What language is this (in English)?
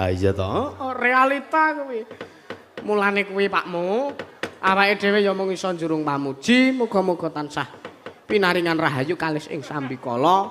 Javanese